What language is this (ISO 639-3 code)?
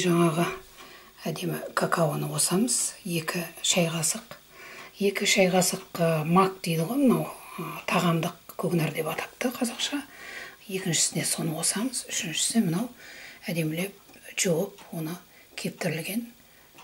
kaz